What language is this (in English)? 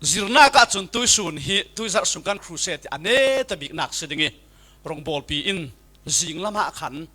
Falam Chin